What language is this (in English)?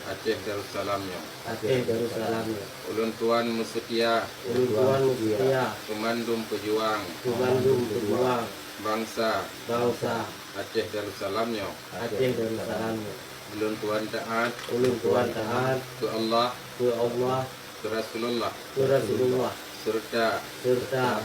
Achinese